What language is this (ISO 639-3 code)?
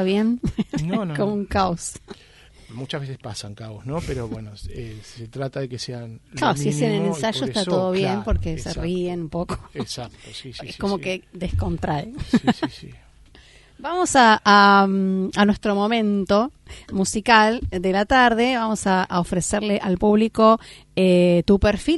spa